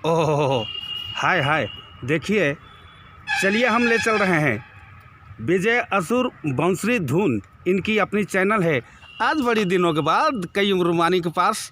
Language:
Sadri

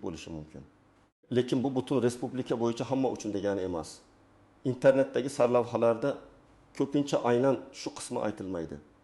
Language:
Uzbek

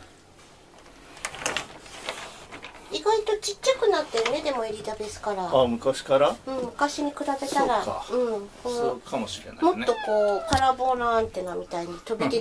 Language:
Japanese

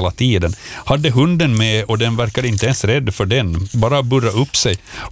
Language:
Swedish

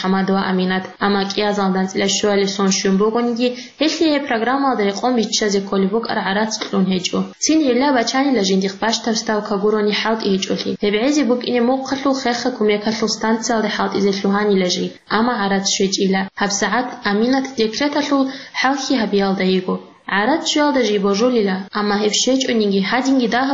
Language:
Avaric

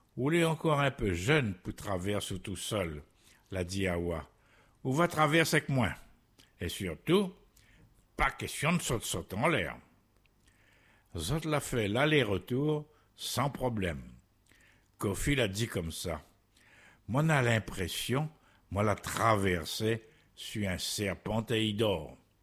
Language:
French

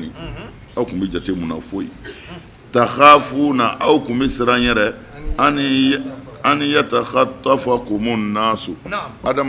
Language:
Bambara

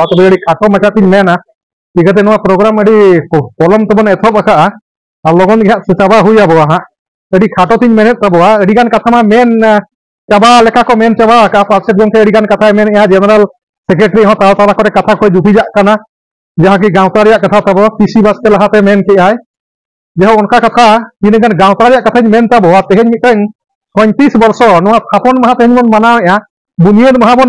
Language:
Santali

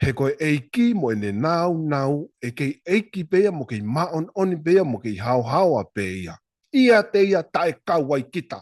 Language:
Tongan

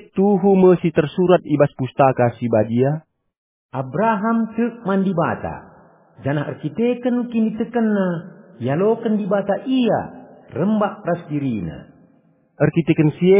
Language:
Batak Karo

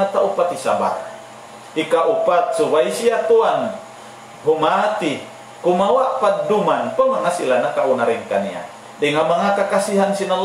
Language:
Tausug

